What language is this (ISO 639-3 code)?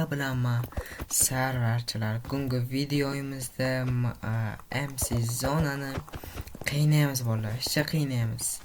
uzb